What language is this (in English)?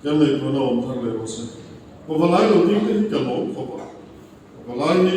Mizo